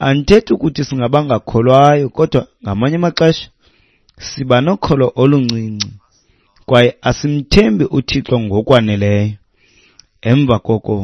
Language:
Xhosa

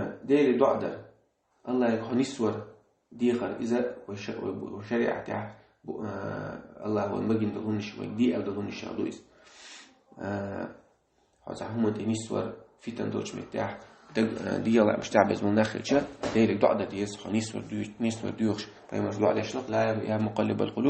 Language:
Chechen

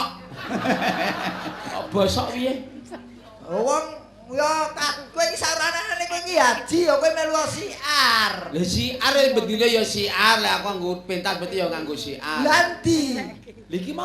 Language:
Javanese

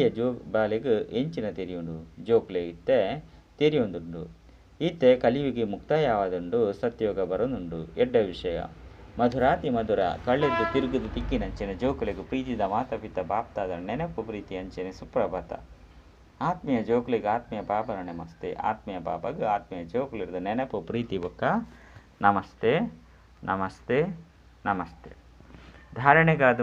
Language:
Tulu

